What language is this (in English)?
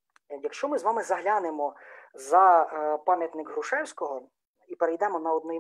Ukrainian